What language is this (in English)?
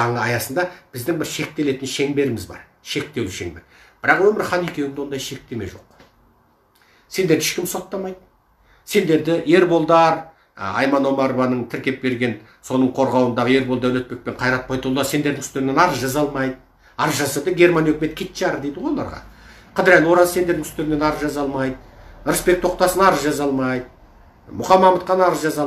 Kazakh